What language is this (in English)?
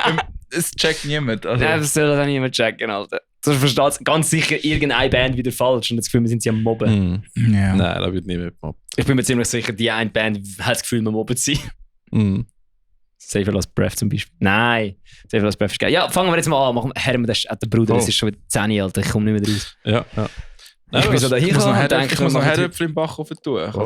Swiss German